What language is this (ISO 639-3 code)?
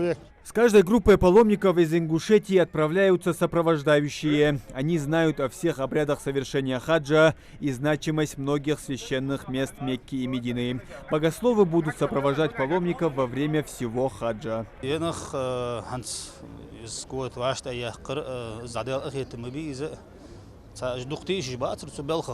inh